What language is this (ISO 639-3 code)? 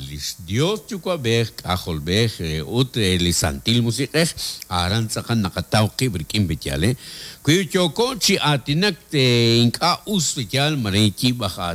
kek